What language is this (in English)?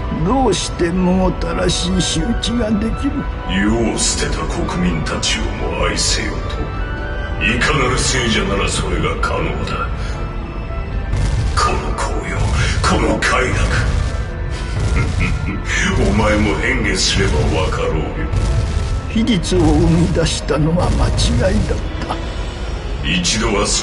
Japanese